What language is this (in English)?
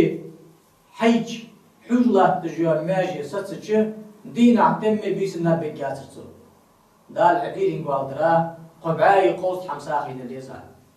Ingush